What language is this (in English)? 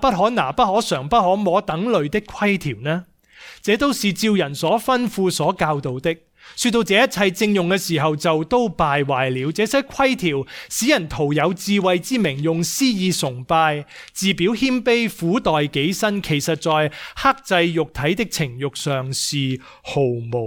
Cantonese